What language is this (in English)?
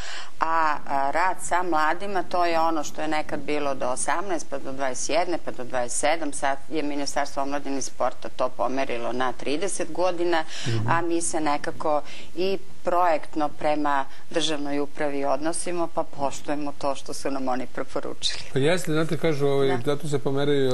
Serbian